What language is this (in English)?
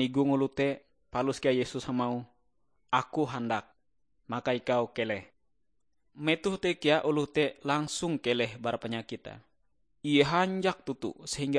Ngaju